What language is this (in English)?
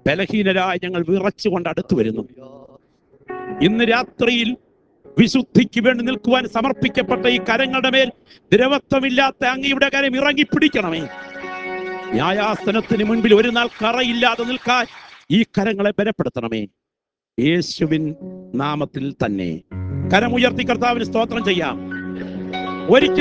Malayalam